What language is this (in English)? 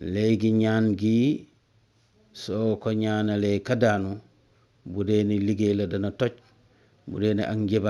Wolof